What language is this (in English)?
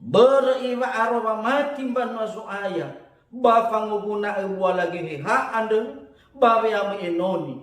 Nias